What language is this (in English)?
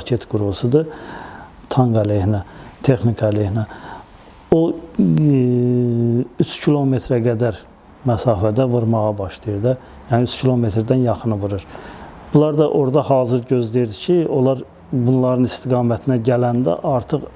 Azerbaijani